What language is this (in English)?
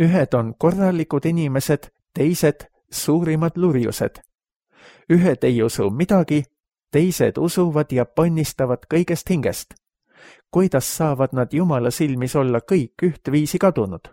Estonian